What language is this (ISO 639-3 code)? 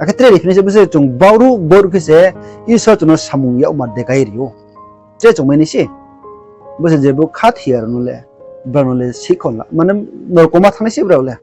ria